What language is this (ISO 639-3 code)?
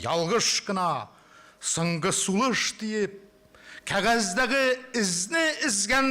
tat